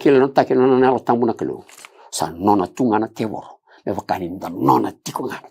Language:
Fijian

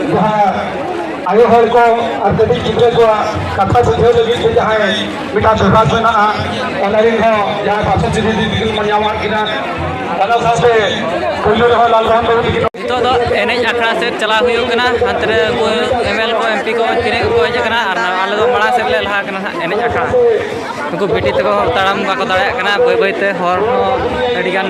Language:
Santali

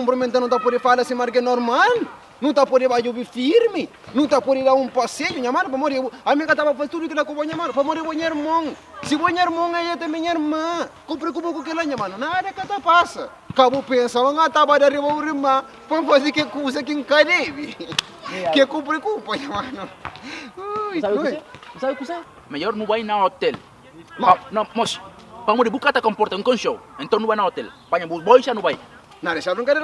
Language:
Kabuverdianu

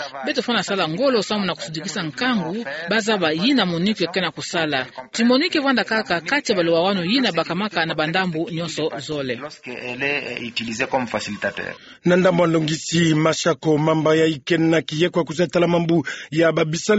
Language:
Kituba (Democratic Republic of Congo)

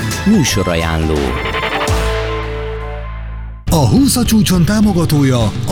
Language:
Hungarian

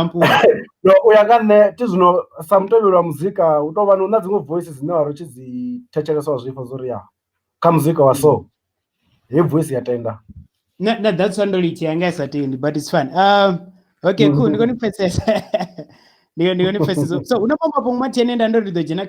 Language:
Venda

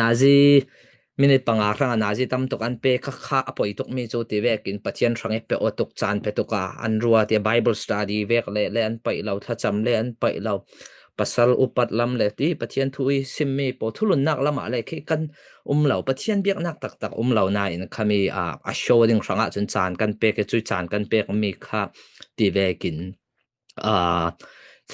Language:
Falam Chin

